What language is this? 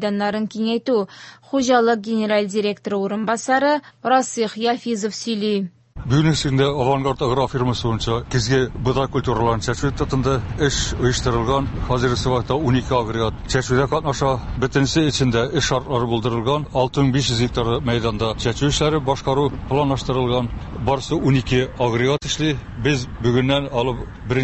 Tatar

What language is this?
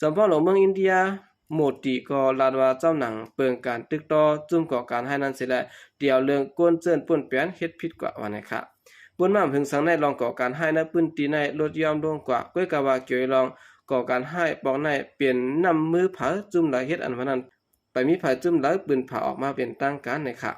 Shan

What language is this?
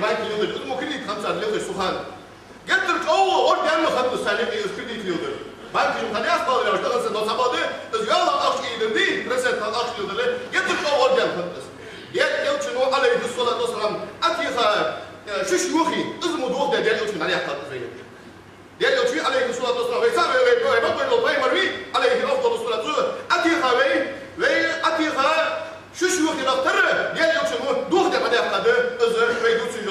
Ingush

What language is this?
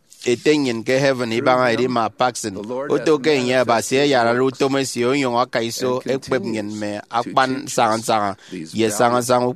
Efik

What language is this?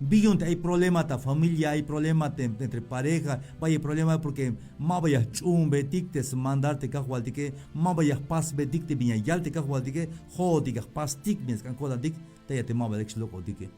Tzeltal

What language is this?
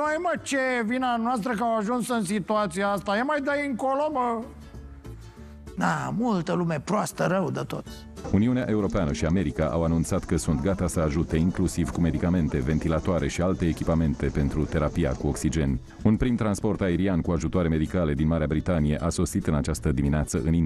Romanian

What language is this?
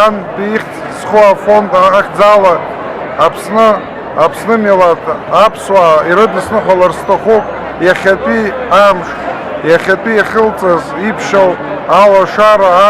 Abkhazian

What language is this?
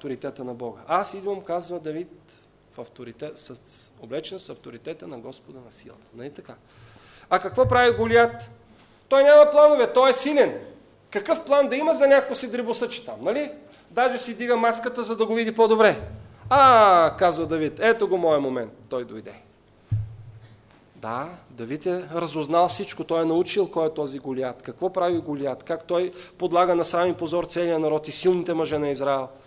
Bulgarian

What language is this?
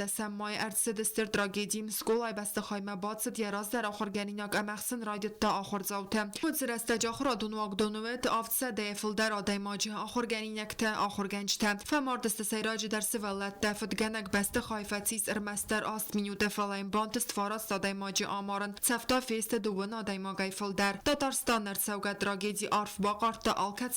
Ossetic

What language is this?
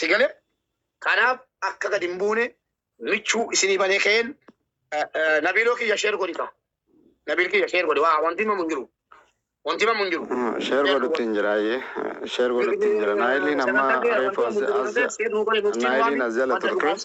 Oromo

